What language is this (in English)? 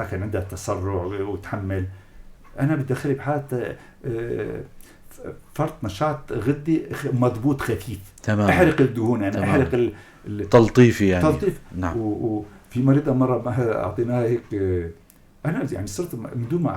North Levantine Arabic